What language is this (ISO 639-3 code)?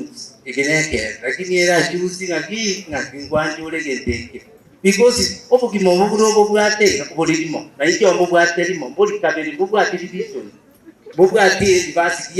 guz